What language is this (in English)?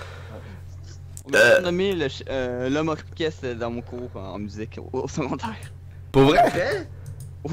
French